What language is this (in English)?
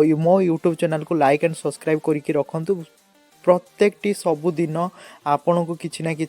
Odia